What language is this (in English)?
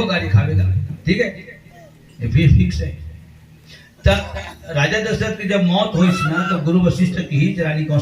Chhattisgarhi